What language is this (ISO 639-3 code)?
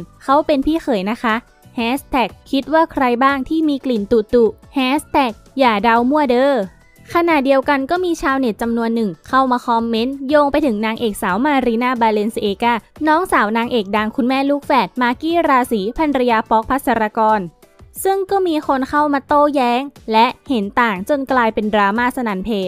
tha